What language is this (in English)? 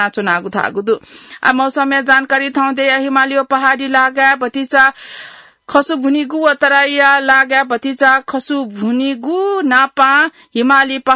Newari